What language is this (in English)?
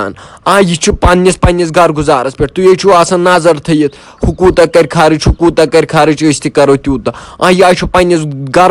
Kashmiri